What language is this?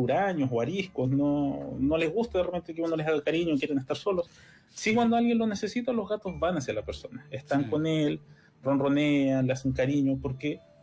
Spanish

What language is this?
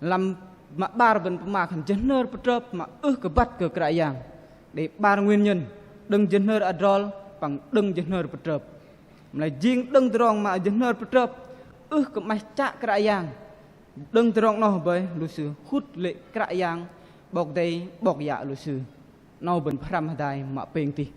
Bahnar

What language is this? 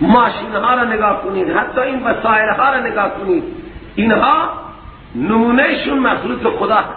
Persian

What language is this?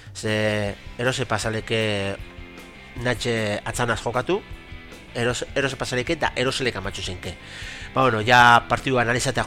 Basque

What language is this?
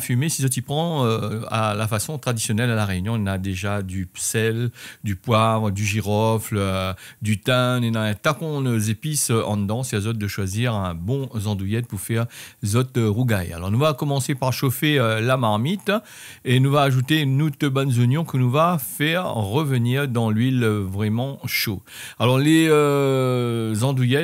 Réunion Creole French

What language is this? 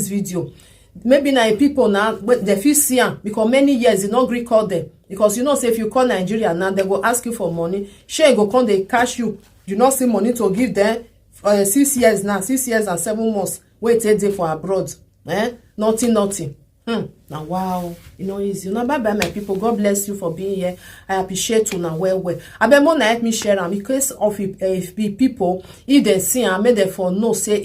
Nigerian Pidgin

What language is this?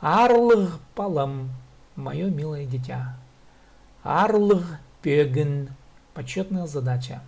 Khakas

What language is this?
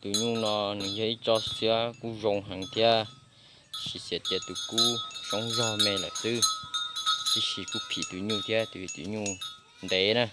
Hmong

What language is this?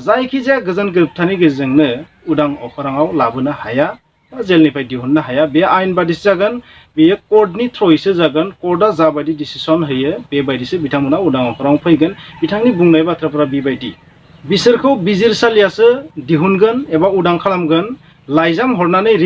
Bodo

